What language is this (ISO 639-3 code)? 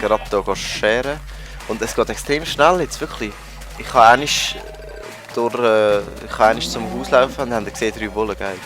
gsw